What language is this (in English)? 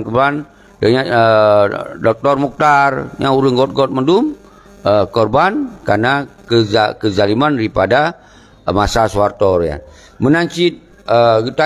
Achinese